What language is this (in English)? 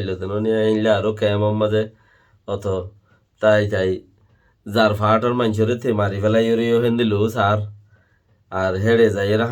Rohingya